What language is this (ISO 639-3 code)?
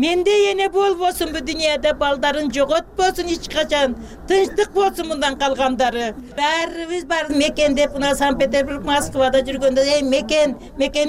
kir